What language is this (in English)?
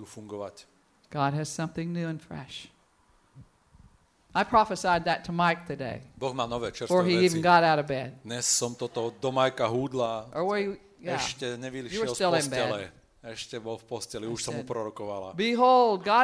Slovak